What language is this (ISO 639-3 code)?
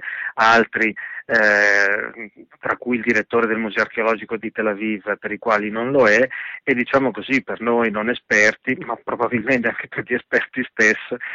ita